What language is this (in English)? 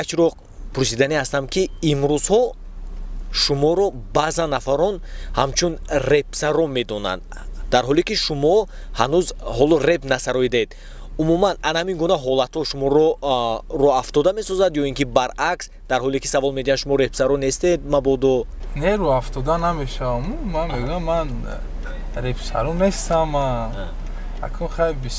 Tajik